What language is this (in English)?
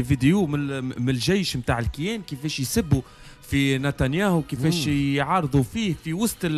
Tunisian Arabic